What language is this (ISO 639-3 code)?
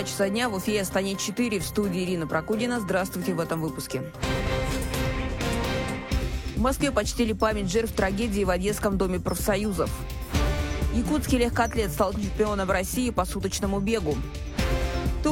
rus